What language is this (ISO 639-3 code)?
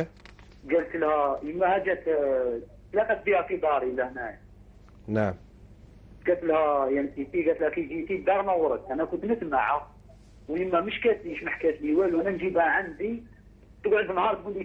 arq